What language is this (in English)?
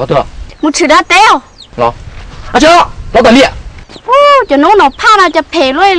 Hmong